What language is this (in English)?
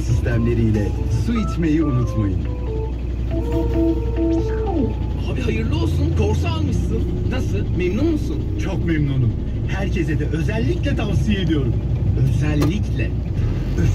Turkish